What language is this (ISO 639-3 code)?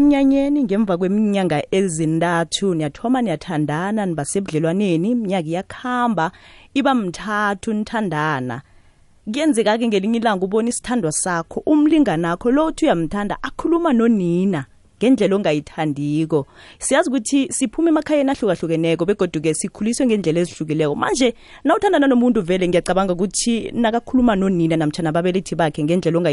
nbl